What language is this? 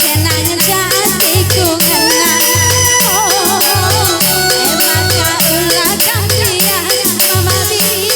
Batak Karo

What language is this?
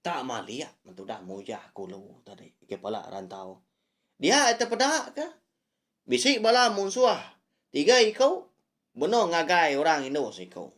Iban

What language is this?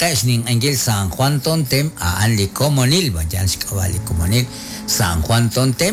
Kekchí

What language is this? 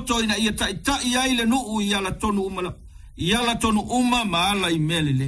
Samoan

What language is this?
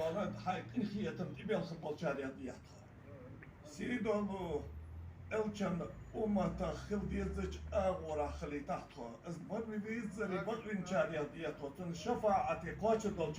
Ingush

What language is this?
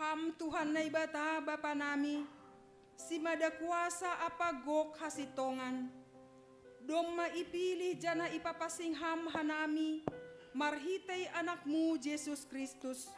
Batak Simalungun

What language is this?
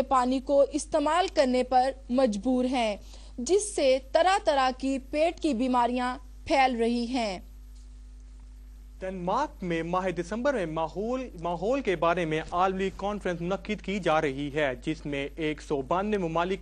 Urdu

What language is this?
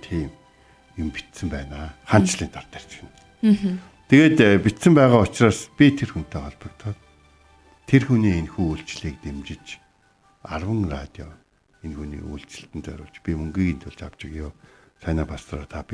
Mongolian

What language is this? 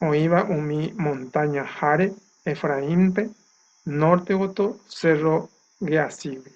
Guarani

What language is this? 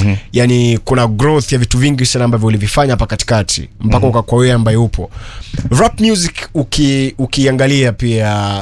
Swahili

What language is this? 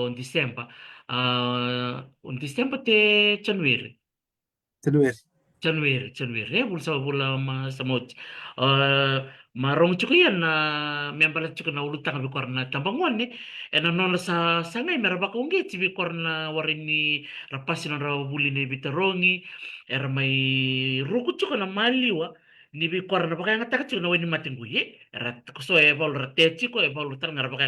Fijian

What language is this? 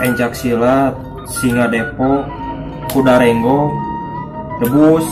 Sundanese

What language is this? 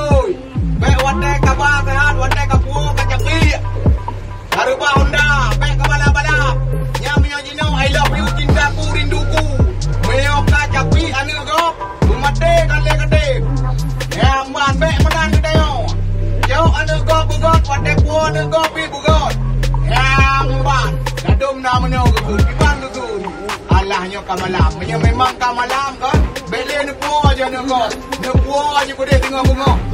Achinese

